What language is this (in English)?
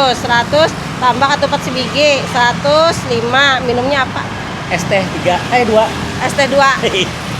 Banjar